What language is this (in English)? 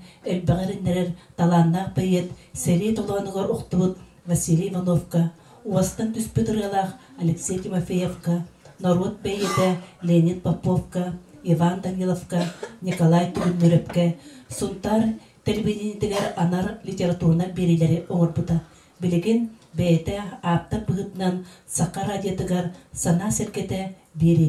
Yakut